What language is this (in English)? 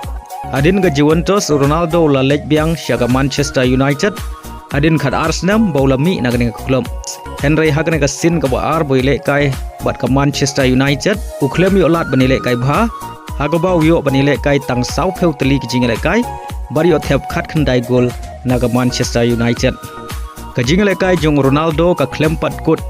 Khasi